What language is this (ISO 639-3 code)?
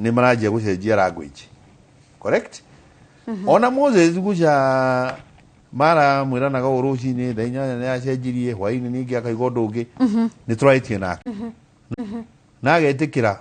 kik